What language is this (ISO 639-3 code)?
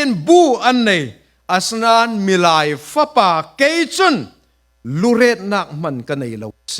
cfm